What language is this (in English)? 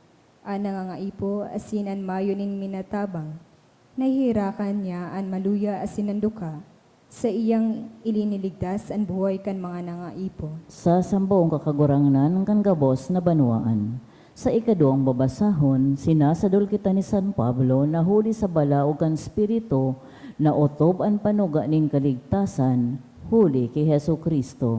Bikol